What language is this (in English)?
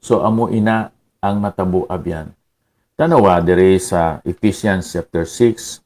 Hiligaynon